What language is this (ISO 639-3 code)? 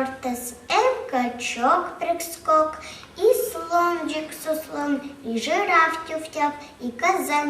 koi